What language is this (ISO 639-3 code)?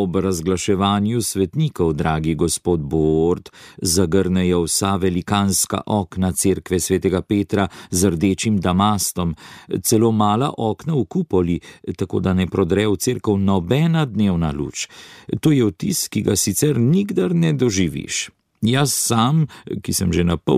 slv